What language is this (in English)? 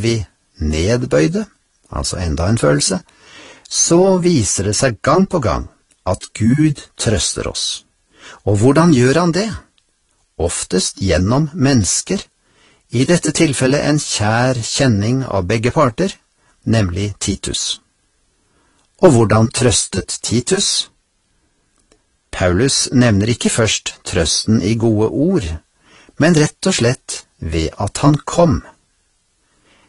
Norwegian